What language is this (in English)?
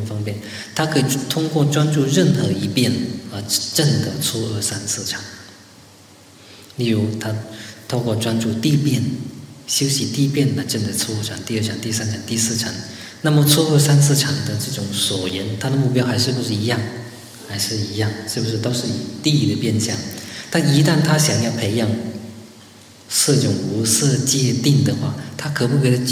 Chinese